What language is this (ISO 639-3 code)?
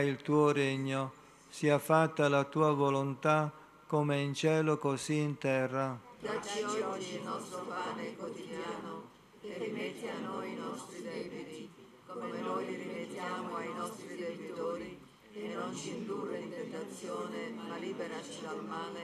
ita